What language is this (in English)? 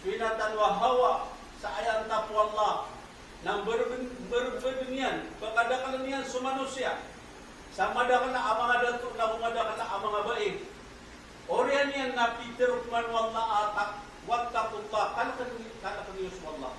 Maranao